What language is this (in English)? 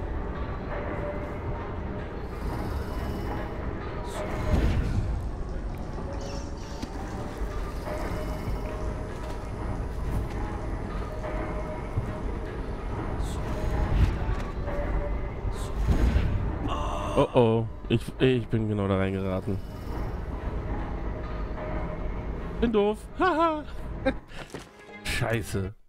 German